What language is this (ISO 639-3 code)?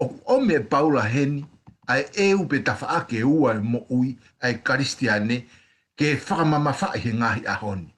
ton